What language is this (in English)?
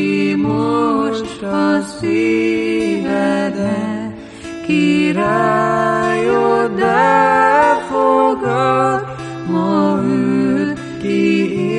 Hungarian